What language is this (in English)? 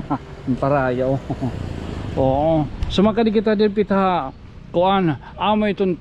Waray